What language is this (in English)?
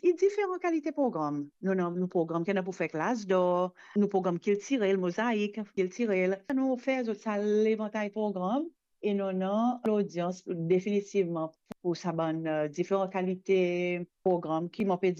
Morisyen